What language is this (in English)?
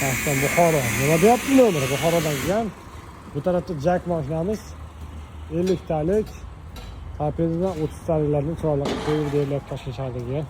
Uzbek